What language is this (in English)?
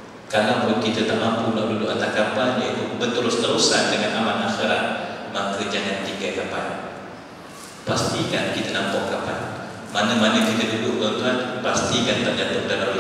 Malay